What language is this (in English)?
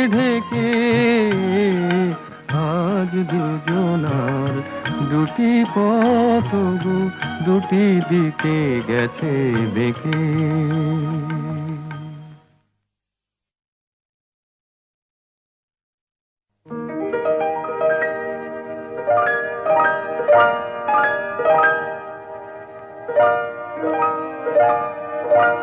Bangla